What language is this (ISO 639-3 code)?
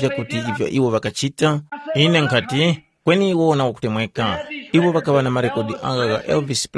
tum